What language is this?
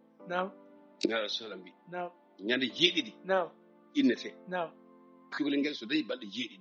Fula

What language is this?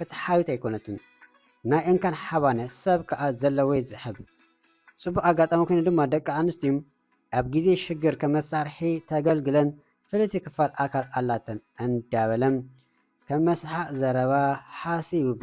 Tigrinya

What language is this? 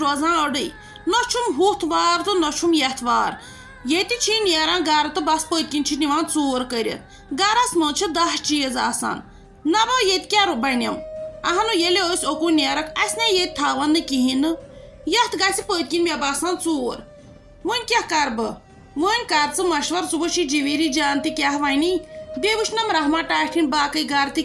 Kashmiri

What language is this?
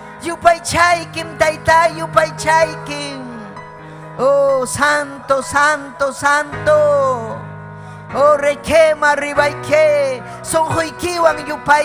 Ayacucho Quechua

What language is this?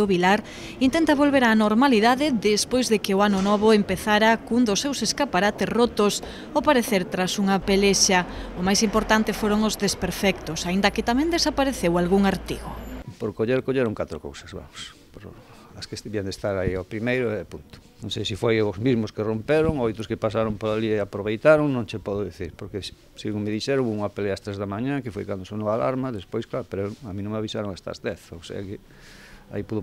Galician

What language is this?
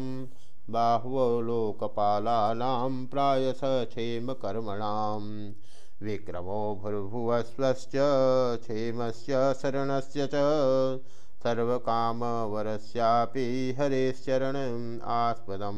Sanskrit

